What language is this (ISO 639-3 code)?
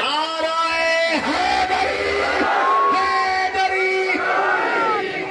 skr